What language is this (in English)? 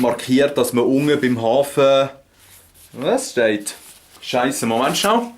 Swiss German